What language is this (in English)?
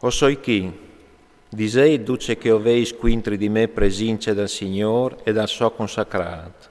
Friulian